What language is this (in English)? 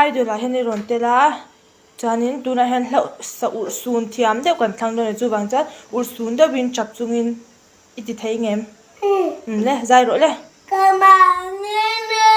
Mizo